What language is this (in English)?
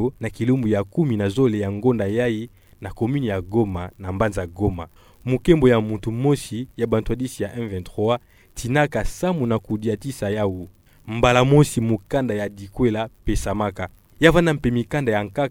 Kituba (Democratic Republic of Congo)